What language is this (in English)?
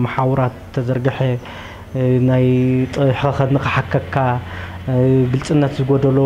Tigrinya